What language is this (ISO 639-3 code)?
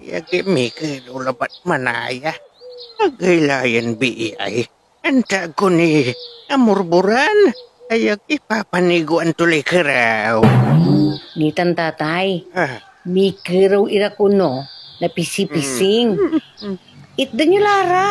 pag